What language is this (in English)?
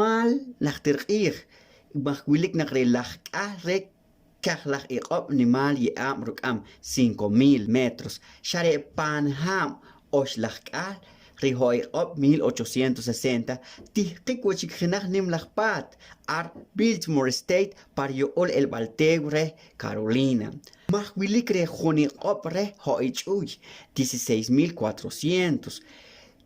Poqomchi'